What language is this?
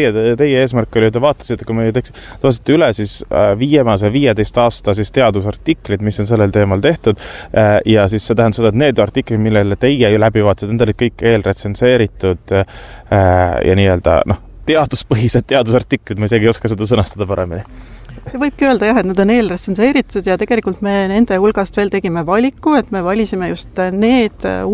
Estonian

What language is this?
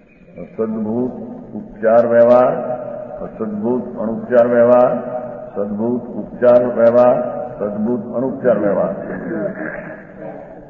Gujarati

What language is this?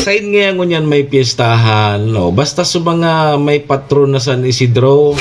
Bikol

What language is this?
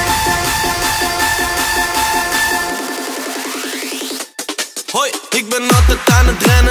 Dutch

